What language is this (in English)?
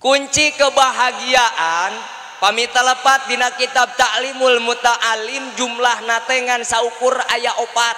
Sundanese